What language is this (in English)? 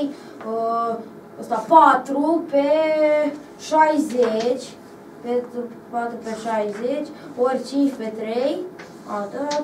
Romanian